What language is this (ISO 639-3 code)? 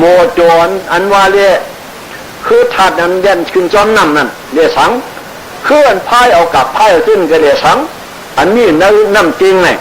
shn